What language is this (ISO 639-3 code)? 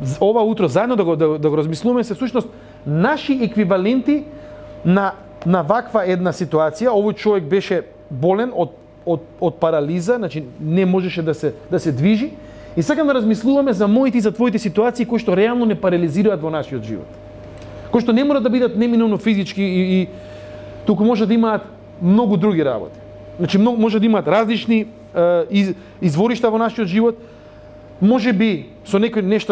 mkd